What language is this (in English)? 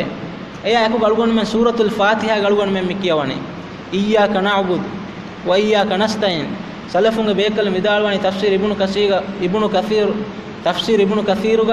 Divehi